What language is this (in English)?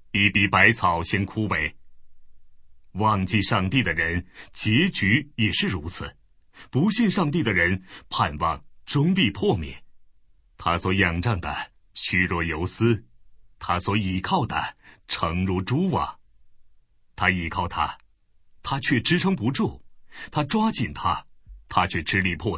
Chinese